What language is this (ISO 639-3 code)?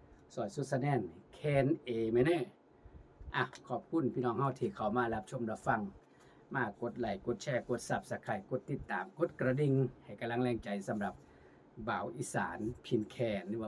tts